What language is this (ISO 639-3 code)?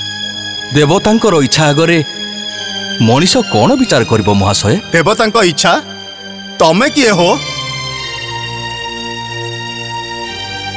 ori